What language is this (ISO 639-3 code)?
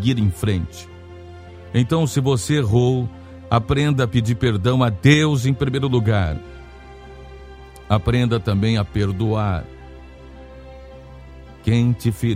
por